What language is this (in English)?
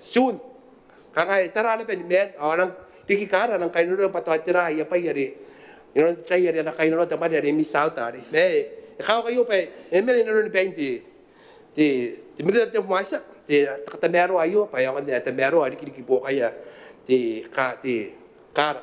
Gilbertese